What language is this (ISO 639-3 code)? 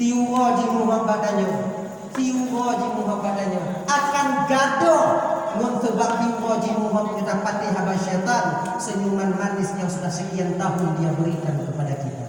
ace